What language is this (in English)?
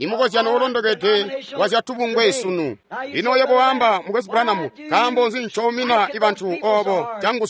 Tonga (Zambia)